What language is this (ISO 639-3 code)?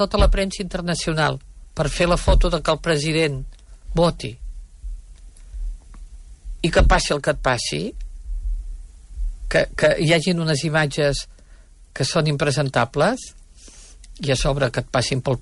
cat